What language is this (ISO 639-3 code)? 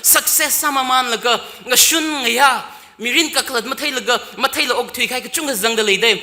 nmf